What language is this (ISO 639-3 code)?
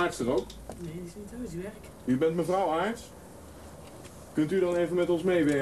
nld